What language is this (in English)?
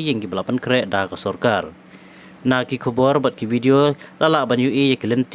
Khasi